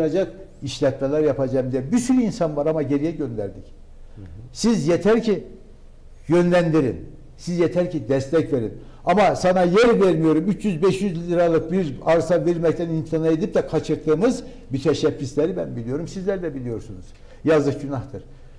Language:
Turkish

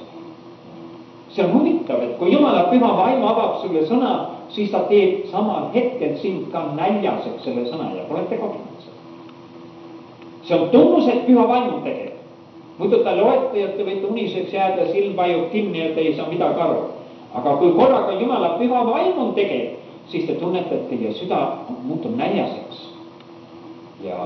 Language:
Estonian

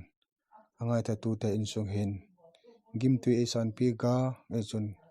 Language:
Vaiphei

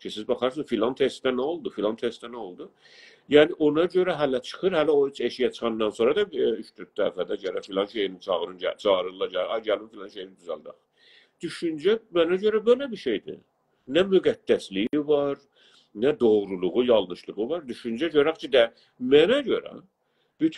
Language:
South Azerbaijani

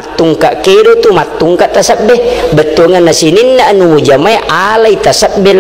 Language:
Buginese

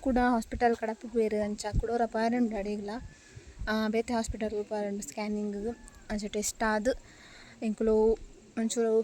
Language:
Tulu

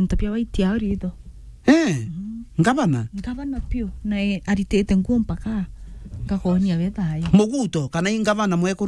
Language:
Meru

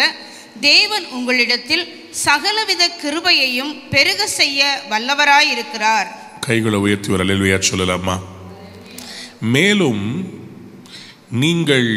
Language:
Tamil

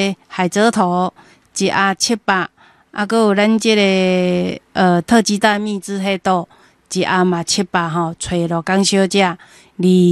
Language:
Min Nan Chinese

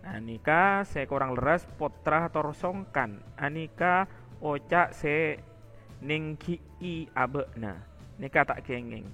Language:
Madurese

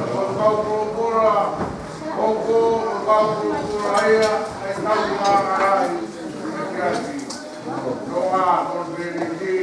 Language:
Tongan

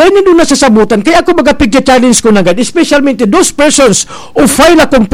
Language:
Bikol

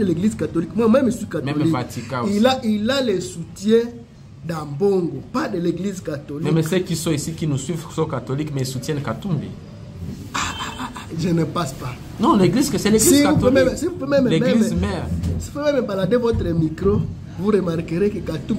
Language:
French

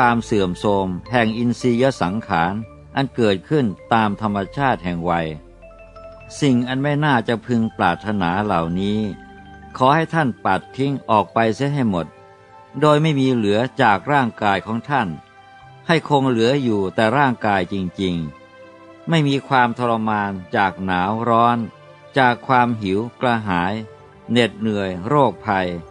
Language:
Thai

